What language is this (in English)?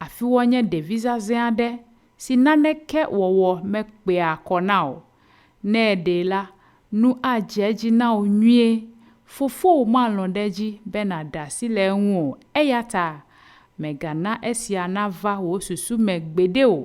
Ewe